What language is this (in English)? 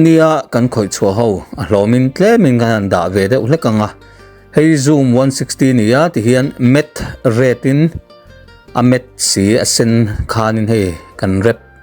Mizo